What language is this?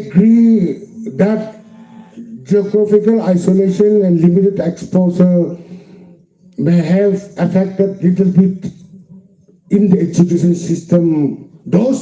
Yimchungru Naga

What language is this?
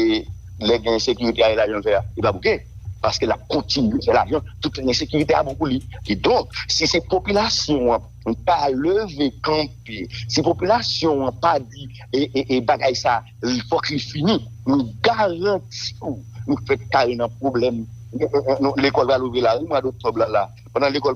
Haitian Creole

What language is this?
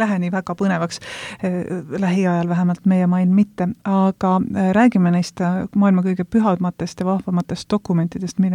Estonian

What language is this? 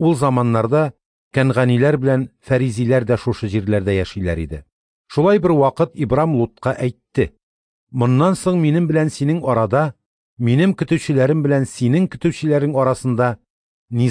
Tatar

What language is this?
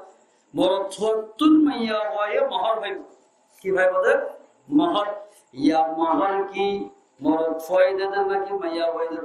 Rohingya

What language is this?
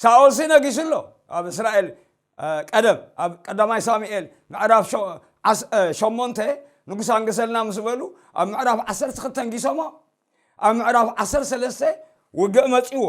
Tigrinya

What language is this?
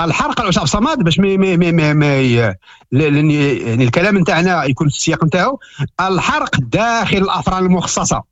Moroccan Arabic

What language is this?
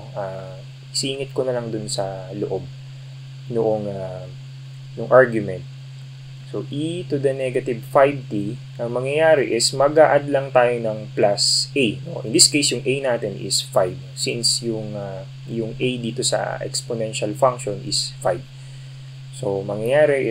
Filipino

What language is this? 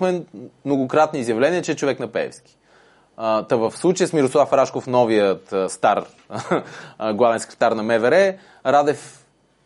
Bulgarian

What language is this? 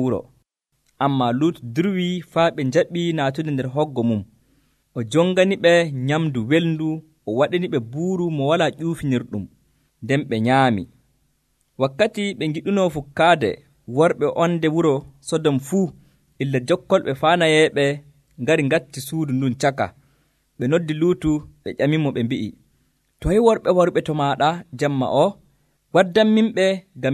Nigerian Fulfulde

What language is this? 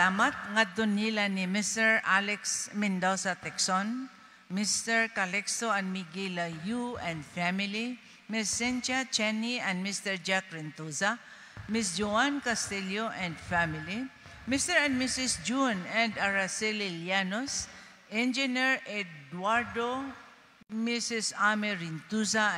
Cebuano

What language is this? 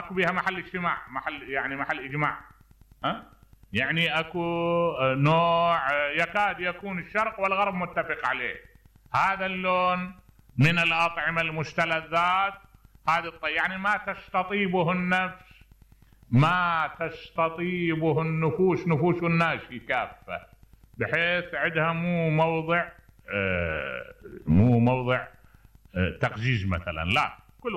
Mesopotamian Arabic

